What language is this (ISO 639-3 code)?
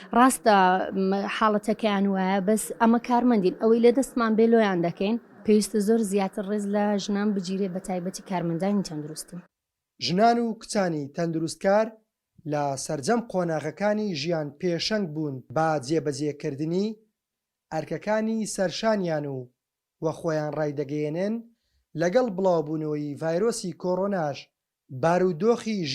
ckb